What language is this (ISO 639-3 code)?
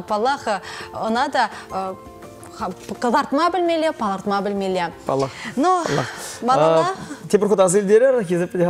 chv